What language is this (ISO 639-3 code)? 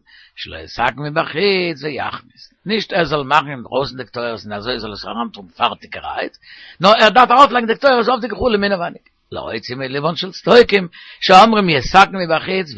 yid